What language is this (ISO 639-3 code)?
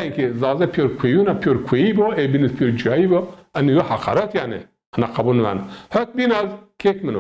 zza